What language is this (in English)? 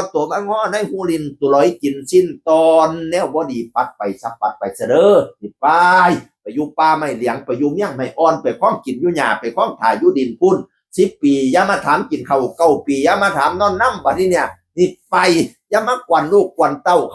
Northeastern Thai